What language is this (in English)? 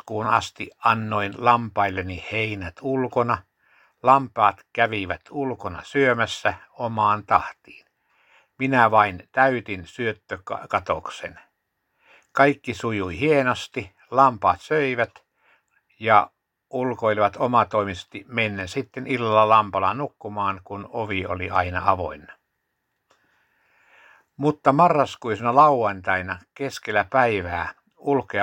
Finnish